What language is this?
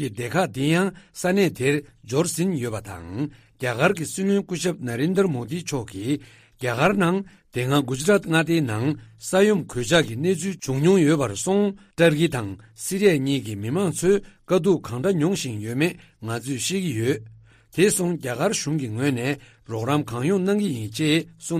Tibetan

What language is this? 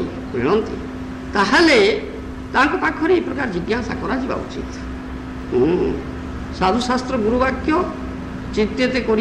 Odia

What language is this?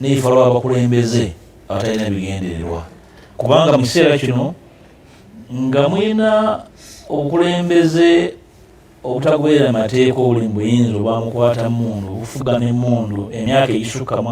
Ganda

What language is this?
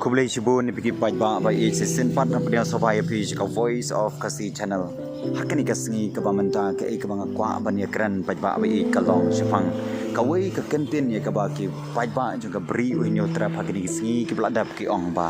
Khasi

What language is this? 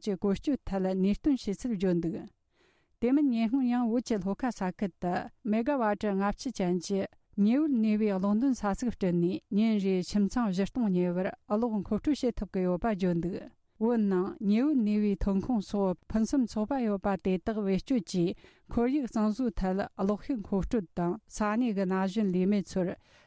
Tibetan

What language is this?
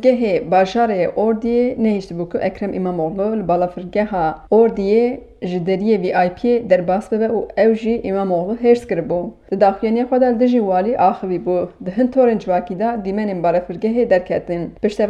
Kurdish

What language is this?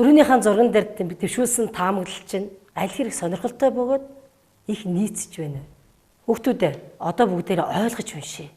Mongolian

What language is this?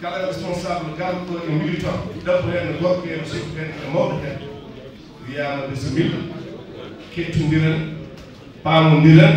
Fula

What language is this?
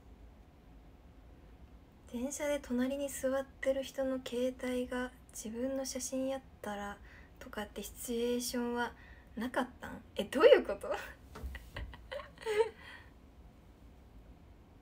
Japanese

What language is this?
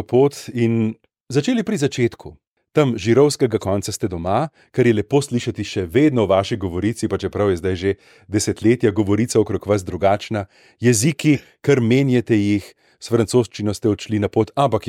Slovenian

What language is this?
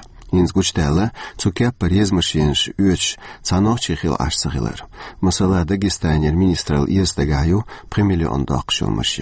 Chechen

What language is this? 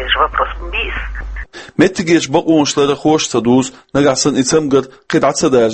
Chechen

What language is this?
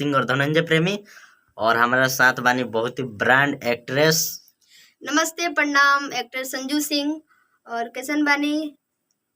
Bhojpuri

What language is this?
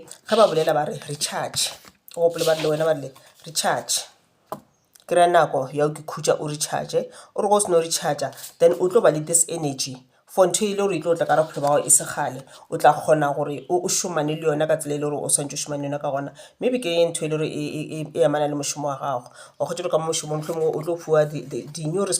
Northern Sotho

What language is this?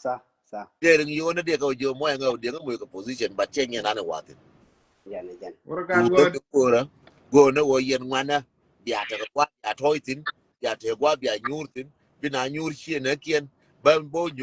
Nuer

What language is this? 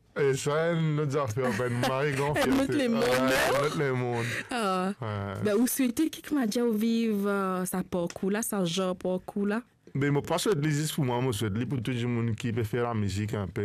Morisyen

